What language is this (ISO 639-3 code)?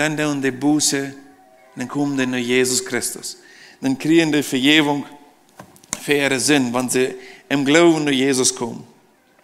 pdt